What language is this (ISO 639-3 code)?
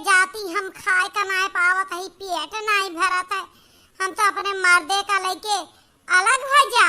awa